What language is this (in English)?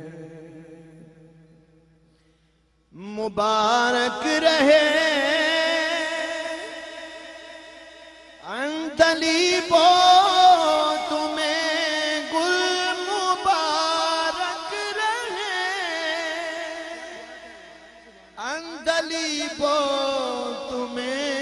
Urdu